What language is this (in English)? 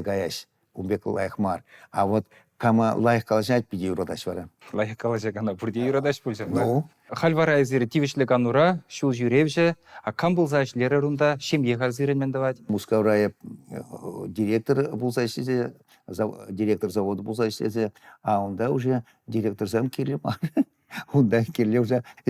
Chuvash